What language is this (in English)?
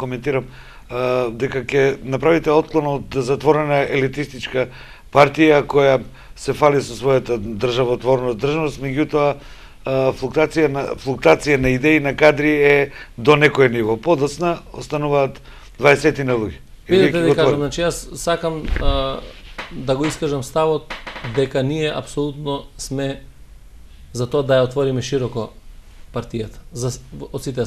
Macedonian